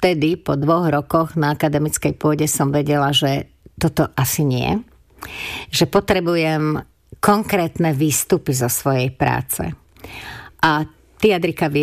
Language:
Slovak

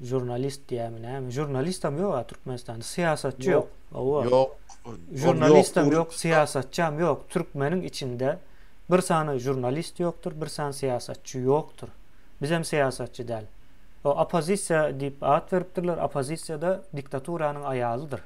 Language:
Turkmen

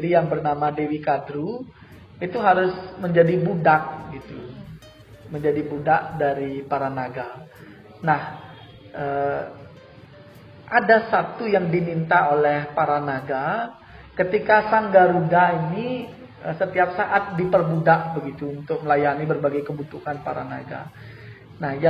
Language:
Indonesian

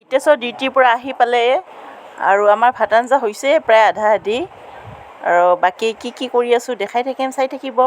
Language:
Assamese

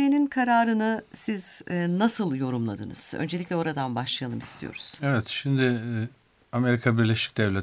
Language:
Turkish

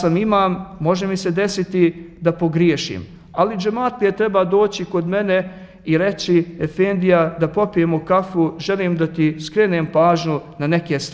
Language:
Bosnian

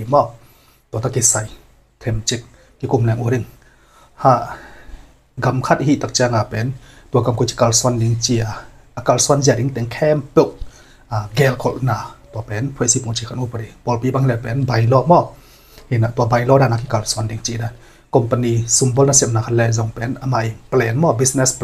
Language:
Tedim Chin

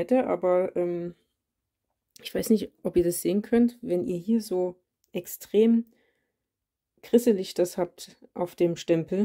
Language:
German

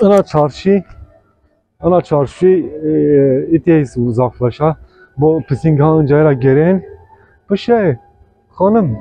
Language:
Zaza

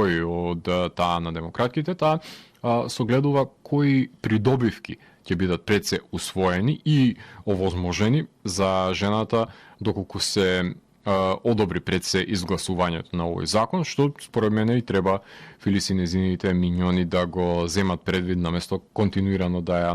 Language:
Macedonian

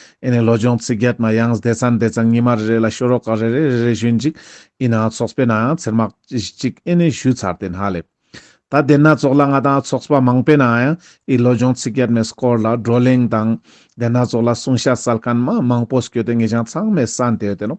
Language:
Ladakhi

